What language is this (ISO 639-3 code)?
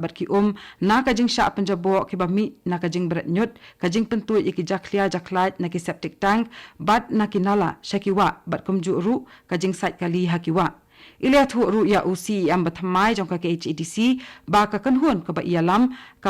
kha